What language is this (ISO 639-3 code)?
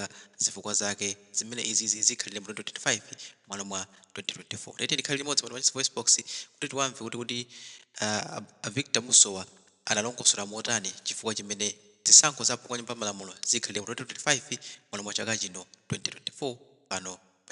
nya